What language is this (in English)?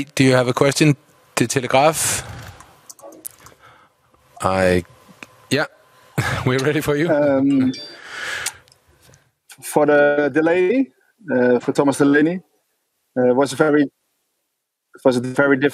English